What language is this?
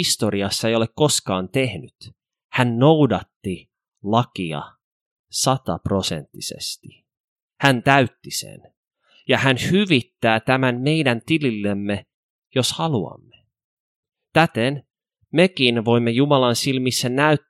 Finnish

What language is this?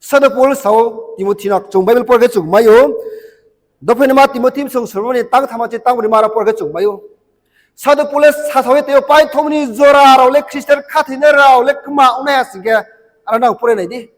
Riang (India)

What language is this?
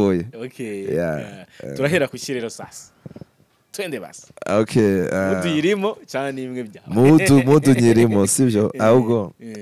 Kinyarwanda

